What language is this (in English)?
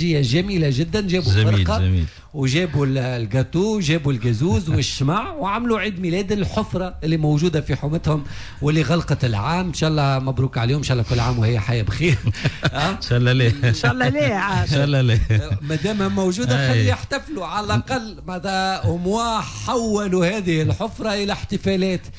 Tunisian Arabic